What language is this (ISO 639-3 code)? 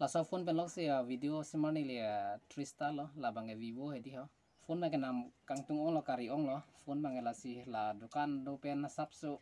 mjw